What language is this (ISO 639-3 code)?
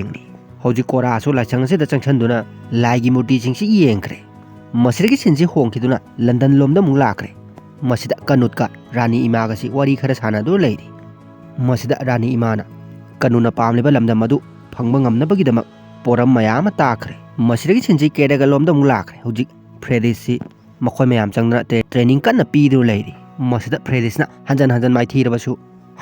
mni